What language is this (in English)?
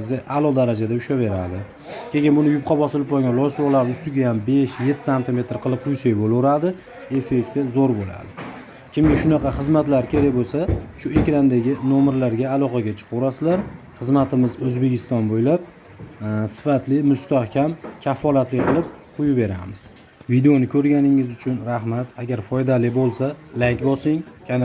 Uzbek